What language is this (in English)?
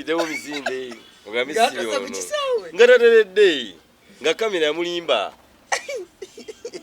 Ganda